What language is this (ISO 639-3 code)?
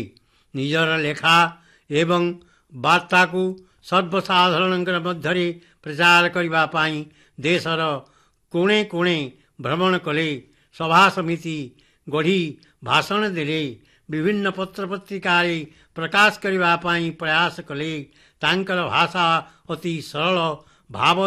ori